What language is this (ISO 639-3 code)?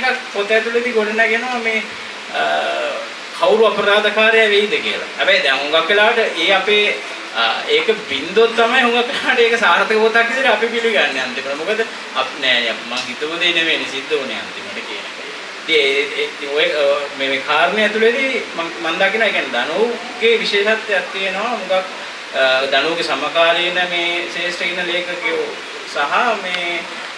sin